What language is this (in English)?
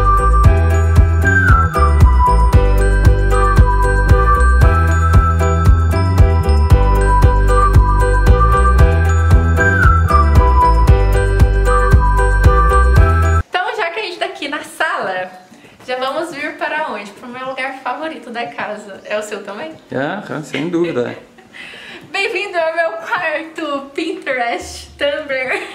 Portuguese